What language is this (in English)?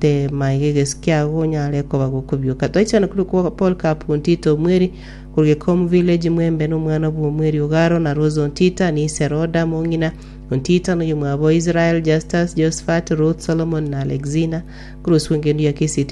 Gusii